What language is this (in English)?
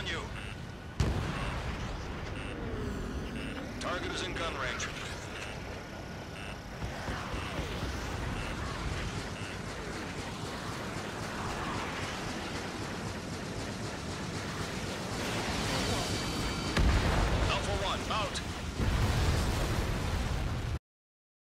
English